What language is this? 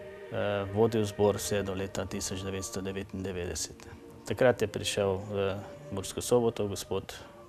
Slovenian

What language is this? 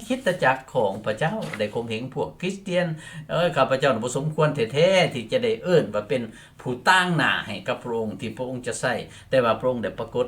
Lao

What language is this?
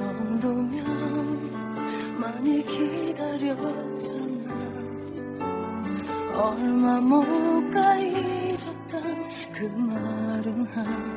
Korean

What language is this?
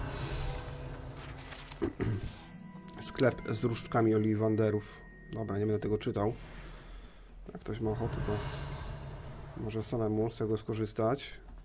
Polish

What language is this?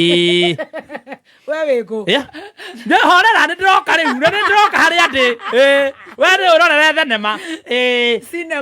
Kikuyu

